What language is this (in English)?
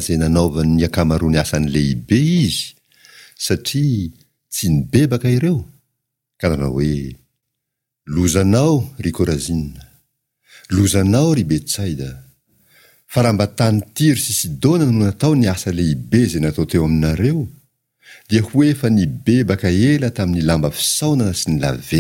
Malagasy